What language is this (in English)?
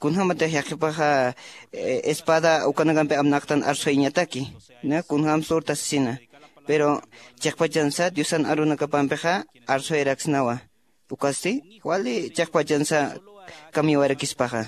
Aymara